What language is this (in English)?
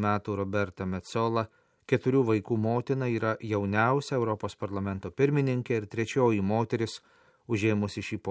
Lithuanian